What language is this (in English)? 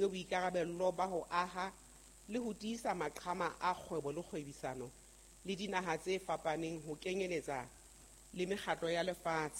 Southern Sotho